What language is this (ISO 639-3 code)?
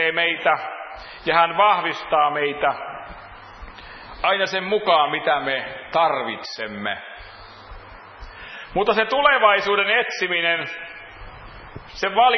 fin